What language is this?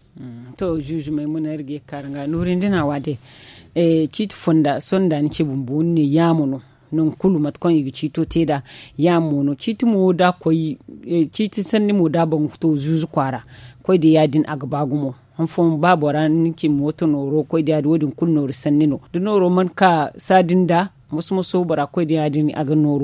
Zarma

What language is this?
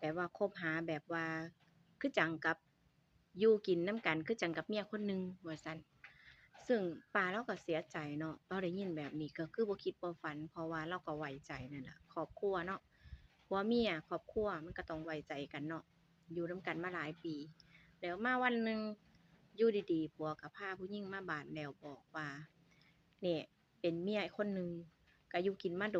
Northeastern Thai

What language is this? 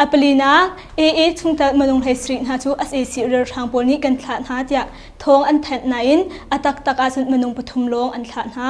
Hakha Chin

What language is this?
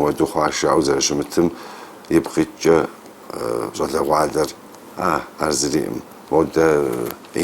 Kabardian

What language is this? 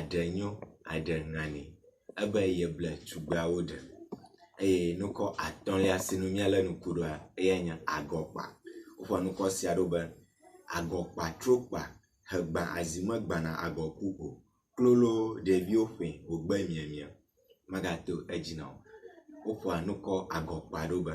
Ewe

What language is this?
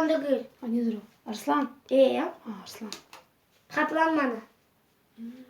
Crimean Tatar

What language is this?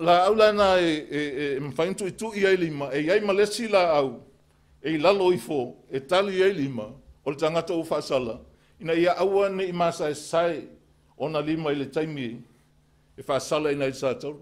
Samoan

